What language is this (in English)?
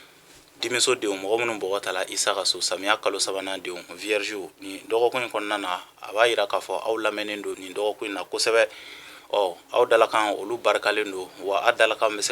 Bambara